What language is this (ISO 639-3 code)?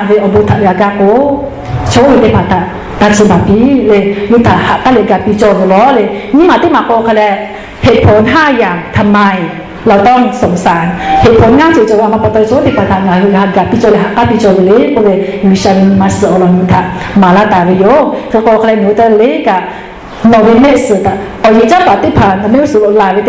lhu